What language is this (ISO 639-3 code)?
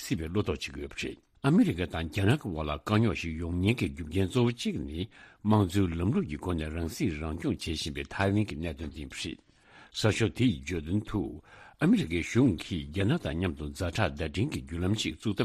bod